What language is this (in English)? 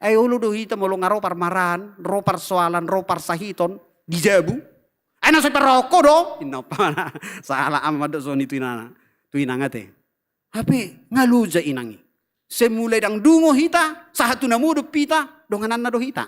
Batak Toba